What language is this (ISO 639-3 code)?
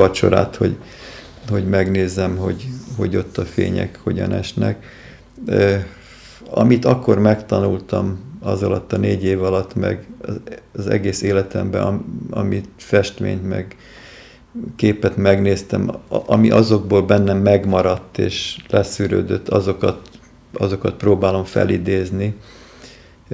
hun